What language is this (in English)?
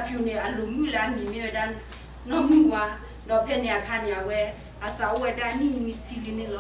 S'gaw Karen